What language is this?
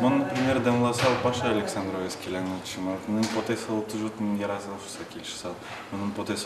Udmurt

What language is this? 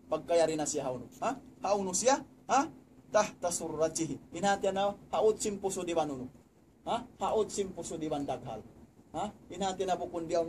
Tausug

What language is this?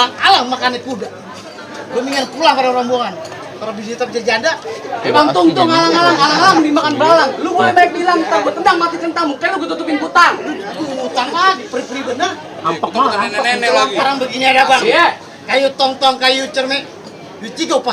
Betawi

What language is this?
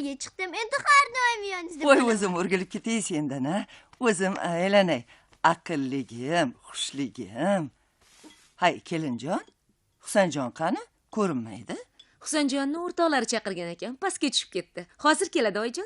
Uzbek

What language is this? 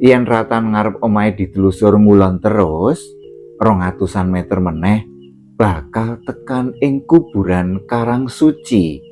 Javanese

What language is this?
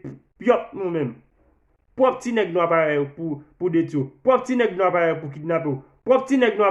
Haitian Creole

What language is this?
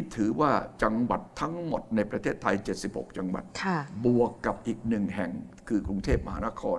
Thai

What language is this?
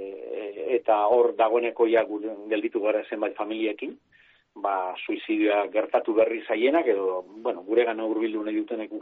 Basque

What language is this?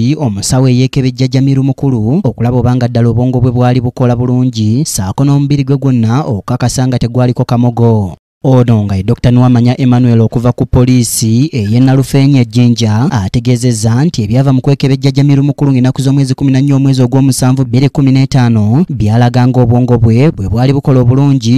Ganda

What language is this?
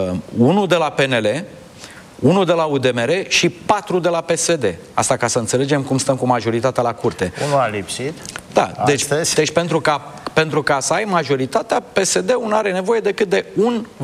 Romanian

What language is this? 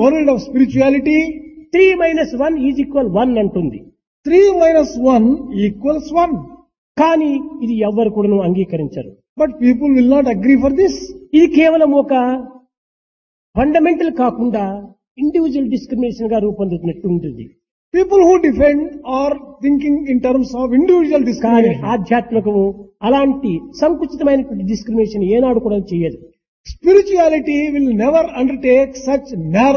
Telugu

